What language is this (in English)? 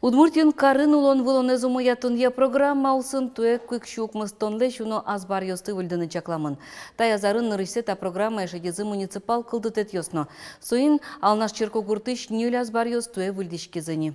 Udmurt